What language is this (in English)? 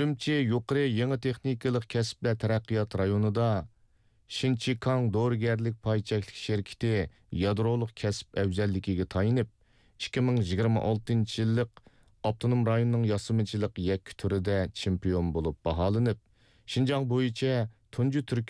Uyghur